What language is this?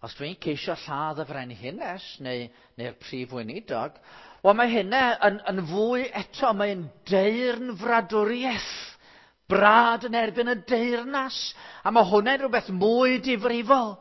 Welsh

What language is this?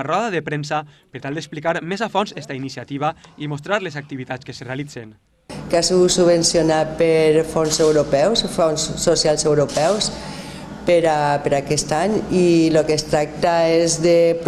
Catalan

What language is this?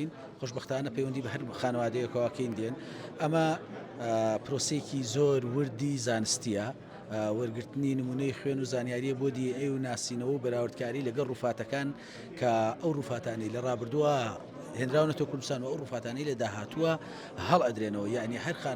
Central Kurdish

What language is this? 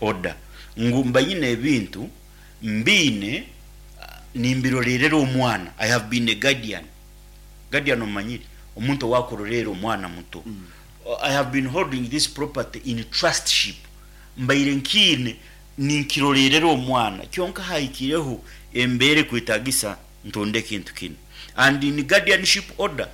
Nyankole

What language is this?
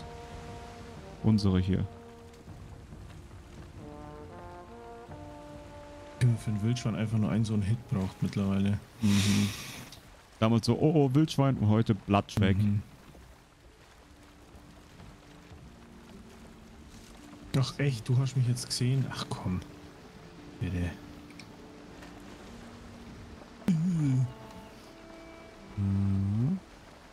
German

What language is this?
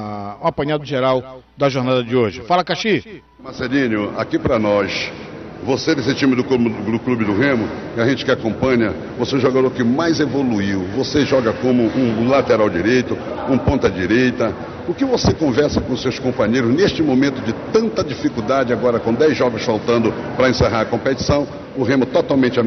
Portuguese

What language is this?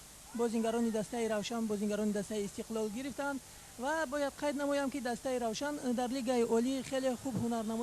Tajik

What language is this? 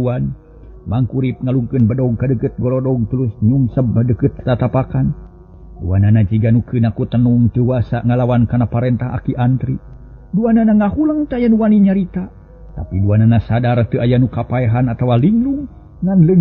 Sundanese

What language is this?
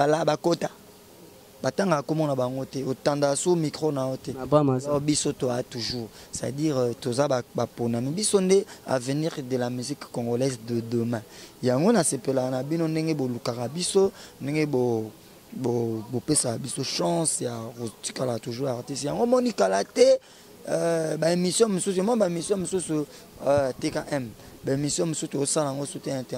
Lingala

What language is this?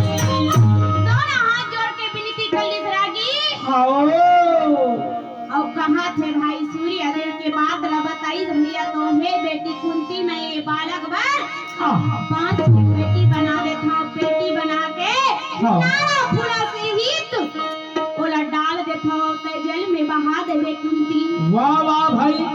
Chhattisgarhi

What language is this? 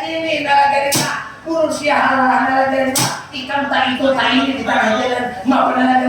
Banjar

